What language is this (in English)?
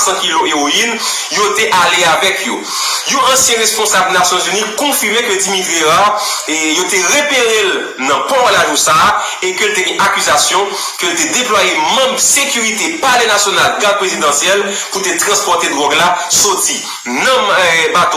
Haitian Creole